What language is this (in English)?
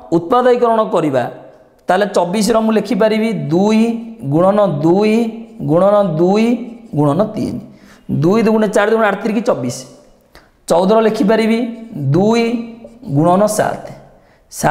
Odia